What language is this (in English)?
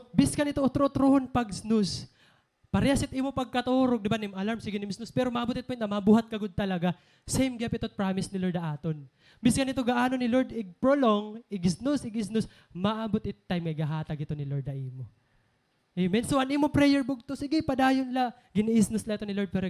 Waray